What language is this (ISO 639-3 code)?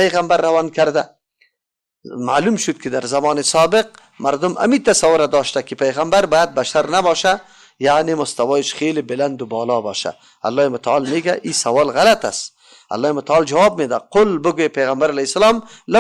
fas